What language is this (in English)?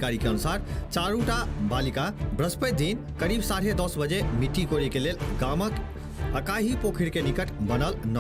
Maithili